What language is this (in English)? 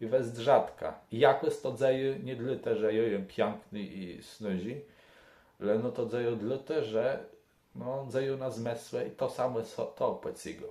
Kashubian